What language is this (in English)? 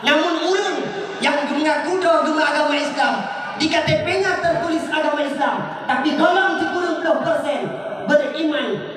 Achinese